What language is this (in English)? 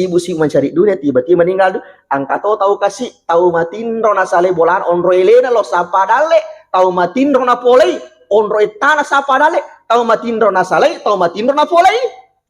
Buginese